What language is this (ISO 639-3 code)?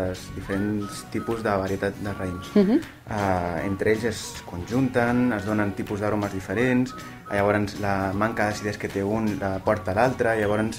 cat